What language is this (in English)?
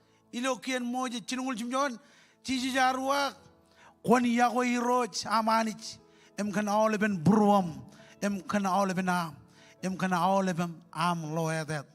Marshallese